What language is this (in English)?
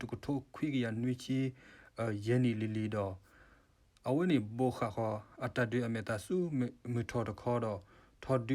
S'gaw Karen